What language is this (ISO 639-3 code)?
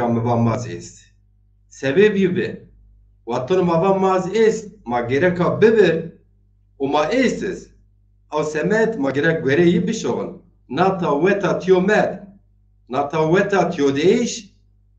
zza